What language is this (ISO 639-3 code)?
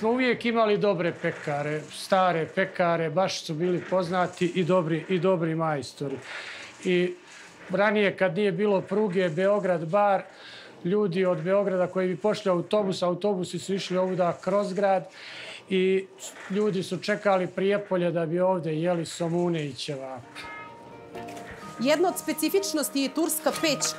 srp